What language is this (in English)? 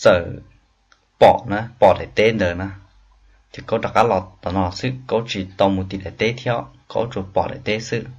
Hmong